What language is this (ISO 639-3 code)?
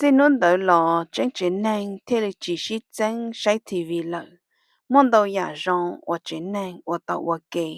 hmn